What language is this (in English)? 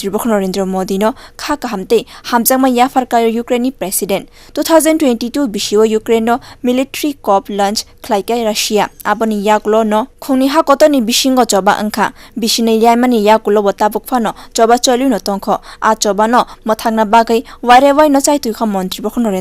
Kok Borok